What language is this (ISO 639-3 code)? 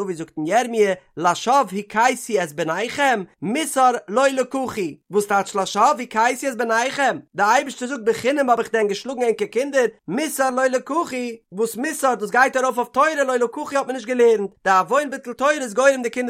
yid